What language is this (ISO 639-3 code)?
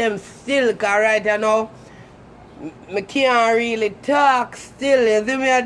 jam